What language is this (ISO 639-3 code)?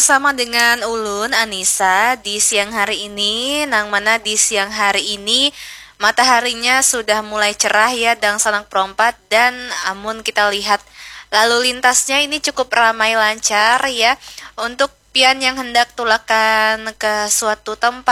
bjn